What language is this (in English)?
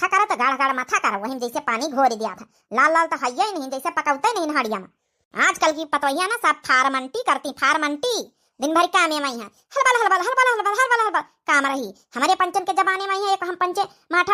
Awadhi